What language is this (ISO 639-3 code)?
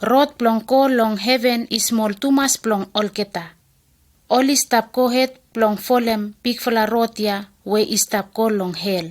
bis